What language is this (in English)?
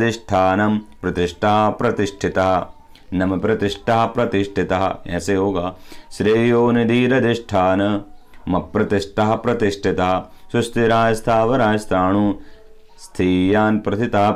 Sanskrit